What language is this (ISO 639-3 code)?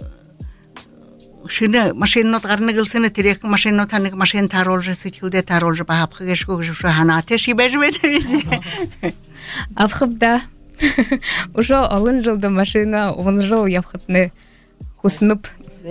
bua